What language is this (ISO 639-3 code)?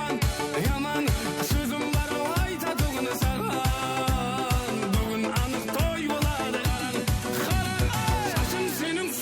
kaa